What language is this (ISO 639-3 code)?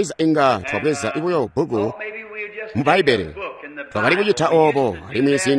toi